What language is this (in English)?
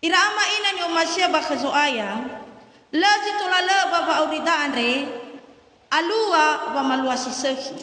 Nias